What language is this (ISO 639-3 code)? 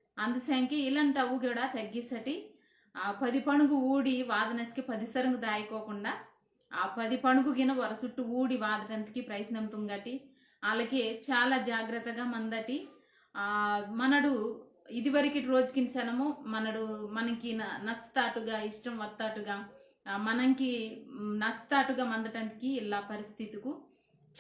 kff